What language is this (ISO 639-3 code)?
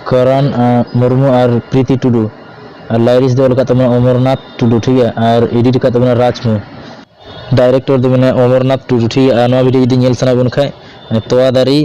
sat